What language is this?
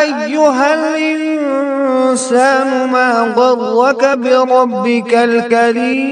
Kashmiri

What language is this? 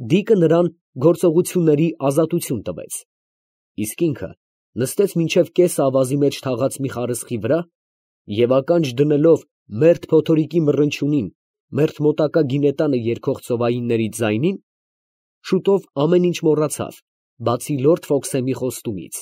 Armenian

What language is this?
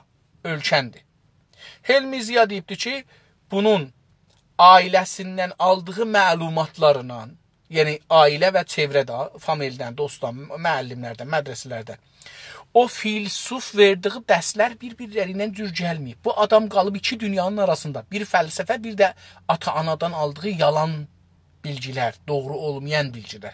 South Azerbaijani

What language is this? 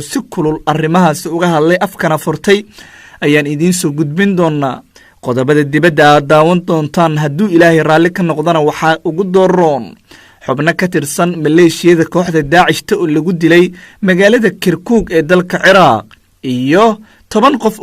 Somali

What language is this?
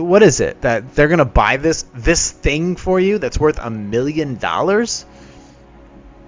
English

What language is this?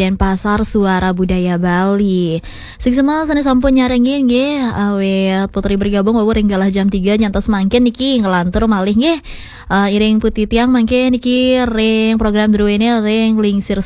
Balinese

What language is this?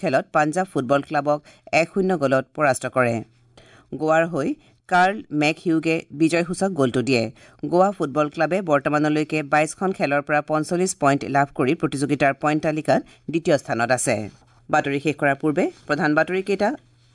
Assamese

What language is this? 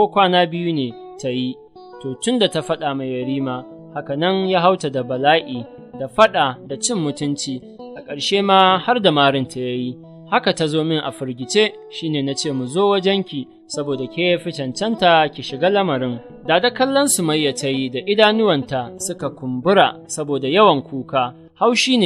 Hausa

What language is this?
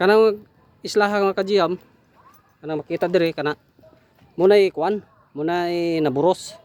Cebuano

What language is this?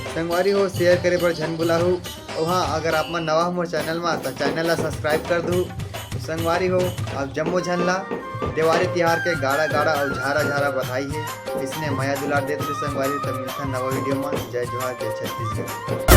Chhattisgarhi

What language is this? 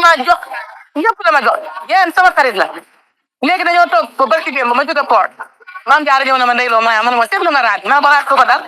Wolof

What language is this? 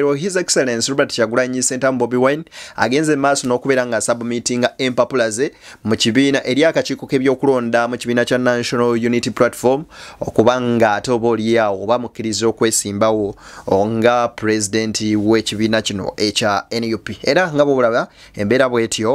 Ganda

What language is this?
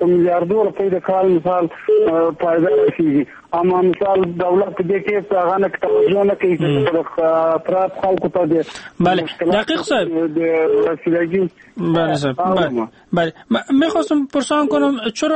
Persian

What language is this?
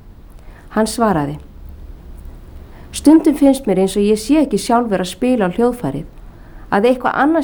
Icelandic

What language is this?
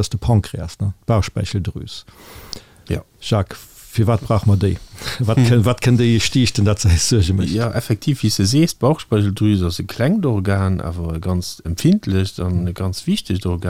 Luxembourgish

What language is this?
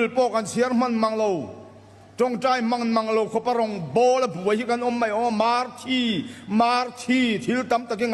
Mizo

